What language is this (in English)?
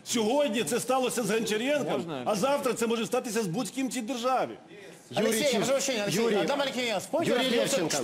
Ukrainian